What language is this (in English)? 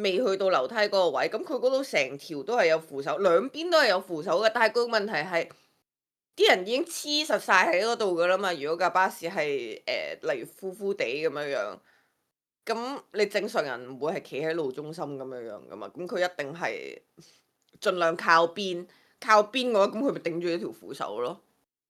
Cantonese